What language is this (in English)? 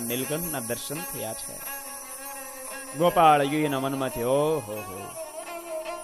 Gujarati